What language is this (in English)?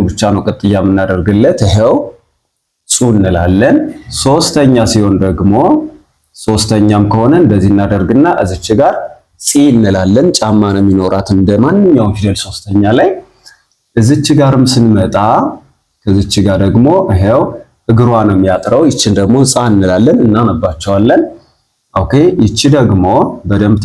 Amharic